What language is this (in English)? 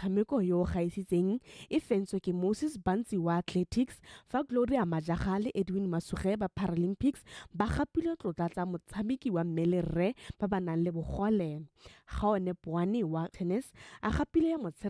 Tswana